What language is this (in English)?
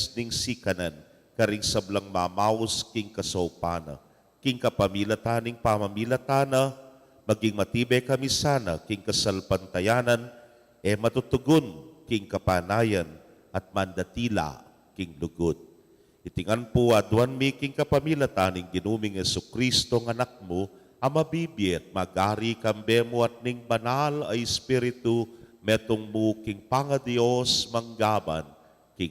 Pampanga